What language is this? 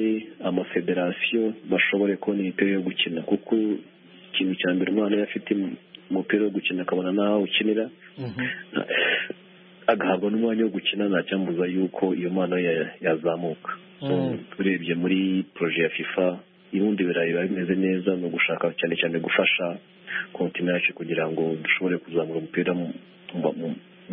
Kinyarwanda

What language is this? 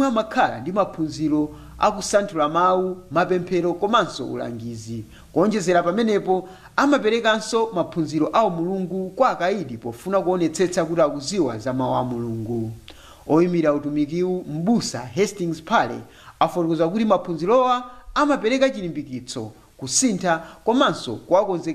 Nyanja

